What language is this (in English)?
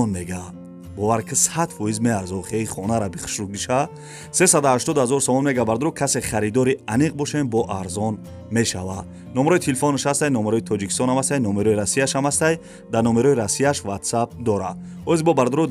Tajik